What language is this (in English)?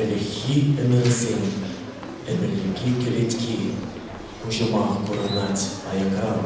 Chuvash